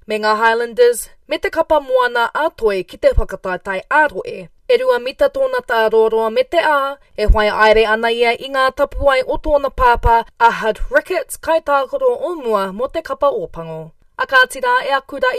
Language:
Māori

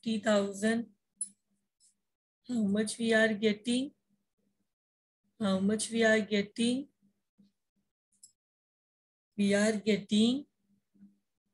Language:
English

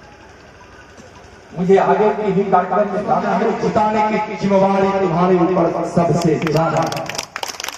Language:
Hindi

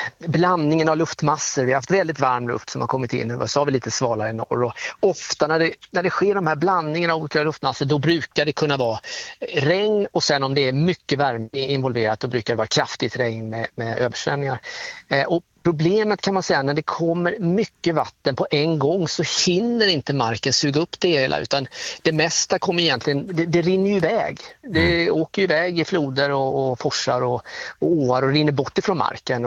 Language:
Swedish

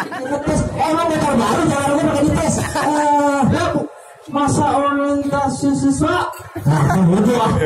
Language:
Betawi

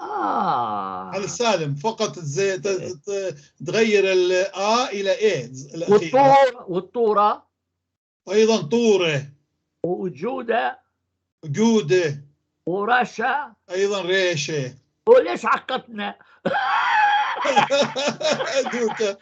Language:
North Levantine Arabic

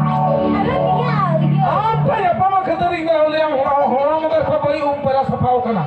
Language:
Santali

